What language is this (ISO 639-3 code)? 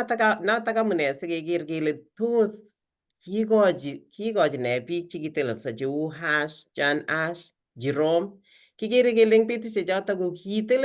kln